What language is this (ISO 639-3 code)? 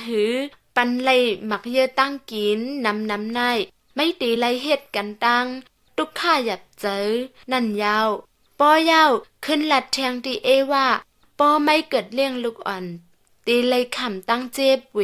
shn